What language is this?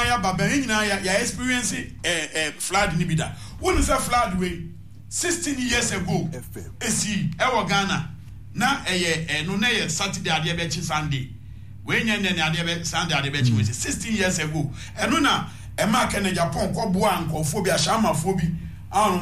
Akan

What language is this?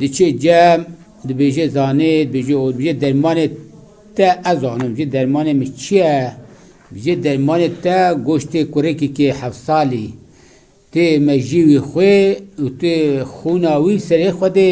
Kurdish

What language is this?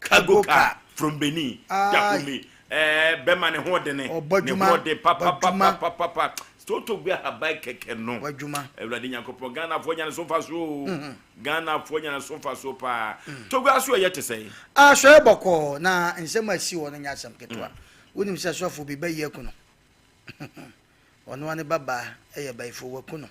Akan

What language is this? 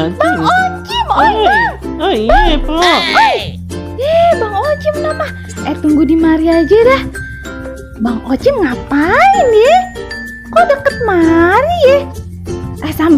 Betawi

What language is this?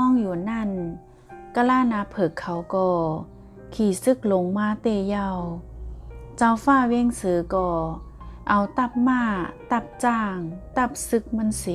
Shan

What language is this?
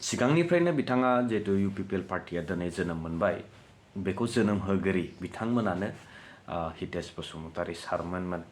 Bodo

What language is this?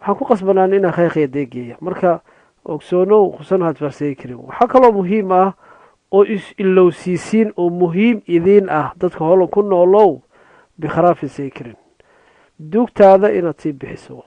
Somali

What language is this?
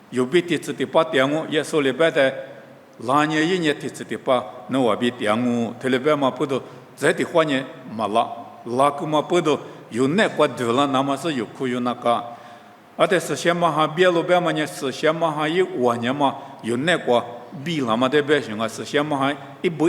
Lisu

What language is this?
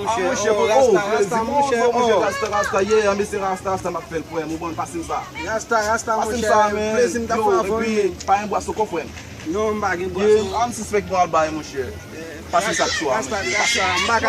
Haitian Creole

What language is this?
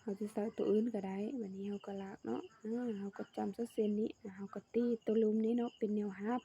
Lao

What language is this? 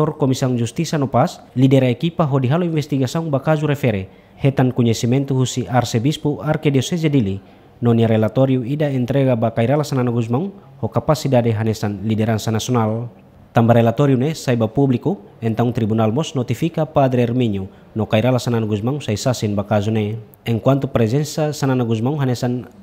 Tetum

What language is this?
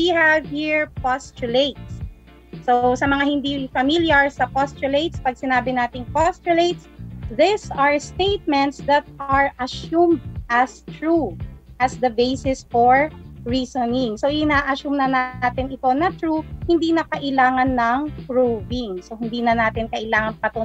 Filipino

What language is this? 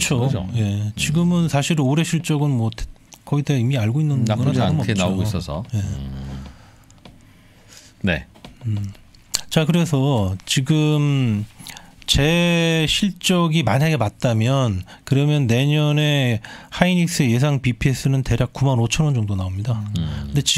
Korean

